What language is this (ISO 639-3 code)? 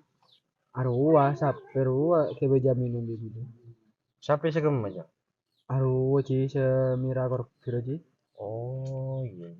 mad